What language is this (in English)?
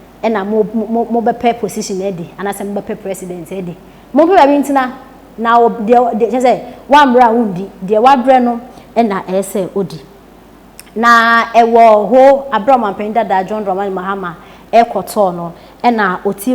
Akan